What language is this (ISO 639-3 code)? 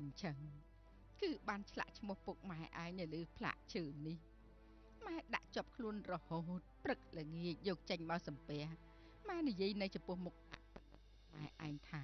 khm